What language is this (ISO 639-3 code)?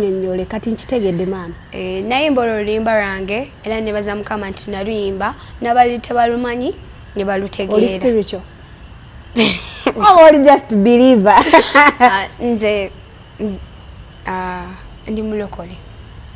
lug